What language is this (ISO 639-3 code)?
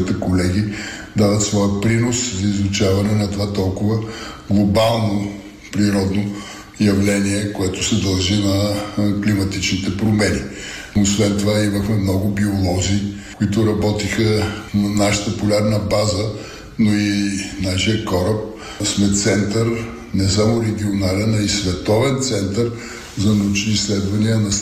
bul